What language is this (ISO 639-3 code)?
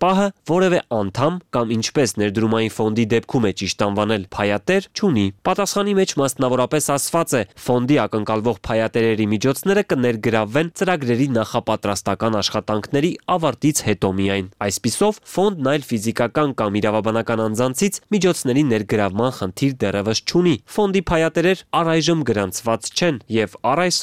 hye